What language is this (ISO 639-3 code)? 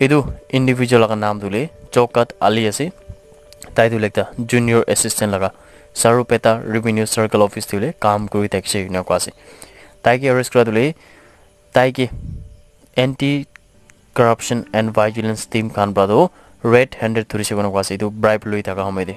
nag